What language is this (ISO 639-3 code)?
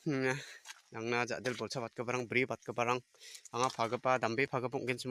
grt